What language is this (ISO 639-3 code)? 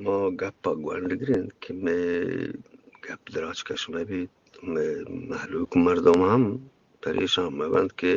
bgp